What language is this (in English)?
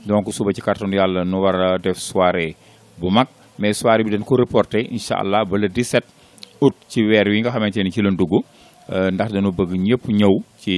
Wolof